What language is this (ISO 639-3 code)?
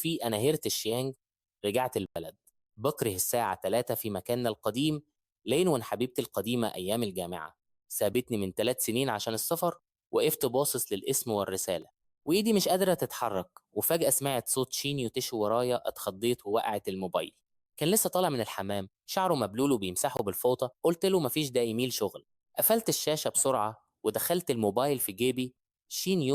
arz